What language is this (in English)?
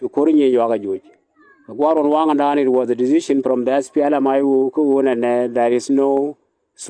Nuer